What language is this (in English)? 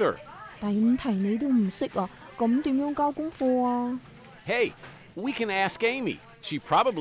Cantonese